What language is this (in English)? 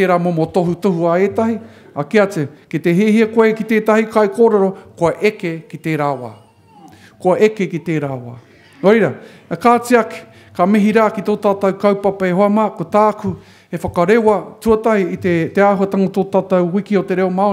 Māori